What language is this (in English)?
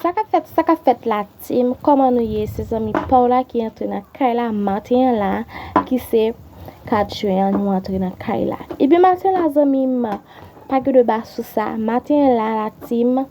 Haitian Creole